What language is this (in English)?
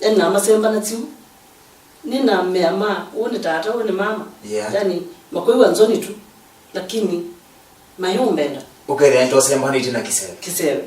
Kamba